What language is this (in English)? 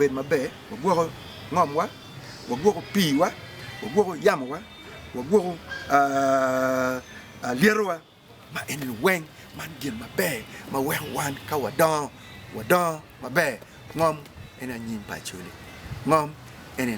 Acoli